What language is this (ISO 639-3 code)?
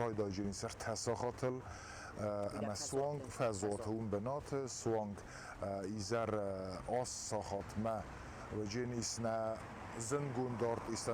oss